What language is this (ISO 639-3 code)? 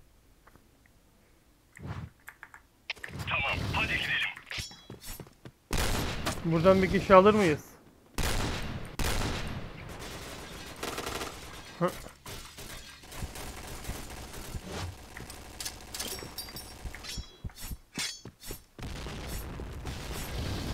tur